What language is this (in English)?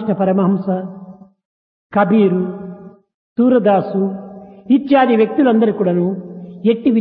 Telugu